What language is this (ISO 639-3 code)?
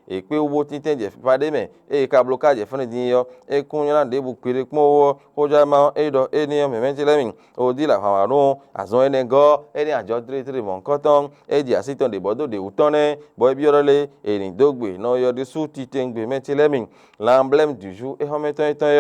fon